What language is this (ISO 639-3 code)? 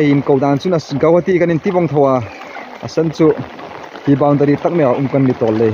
hmr